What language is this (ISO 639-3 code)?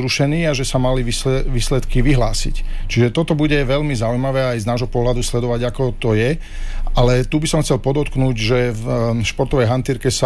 slk